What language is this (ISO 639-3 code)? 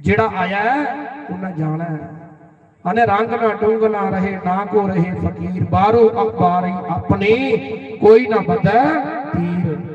doi